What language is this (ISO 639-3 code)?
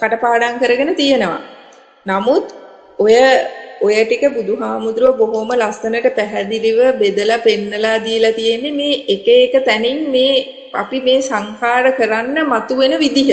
sin